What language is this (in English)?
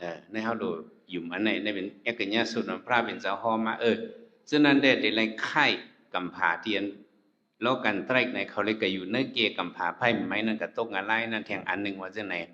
Shan